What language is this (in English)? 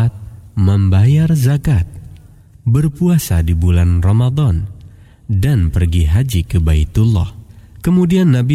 Indonesian